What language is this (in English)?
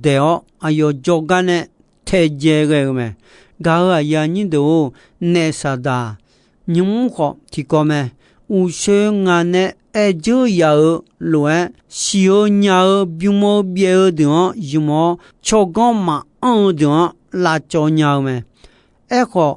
Akha